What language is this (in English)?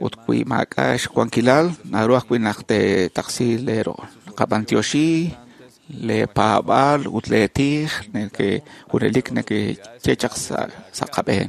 Kekchí